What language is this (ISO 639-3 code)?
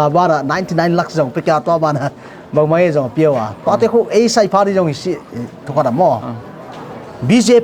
pck